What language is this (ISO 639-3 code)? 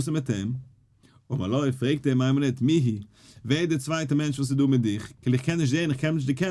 yid